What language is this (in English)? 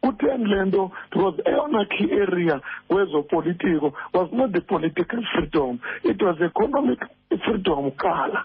Xhosa